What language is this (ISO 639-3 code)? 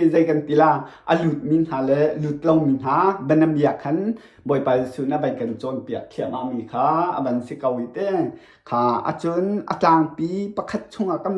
cnh